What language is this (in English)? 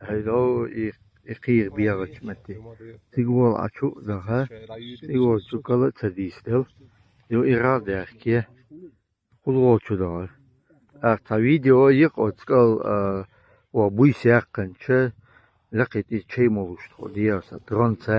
Chechen